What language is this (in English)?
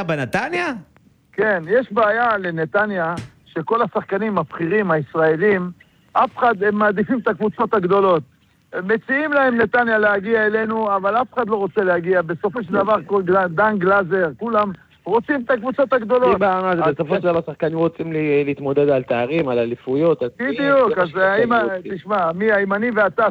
Hebrew